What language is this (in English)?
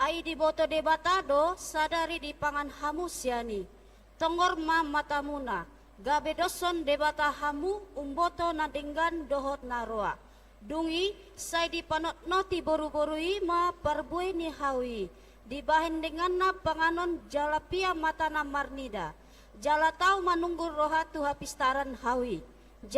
Batak Toba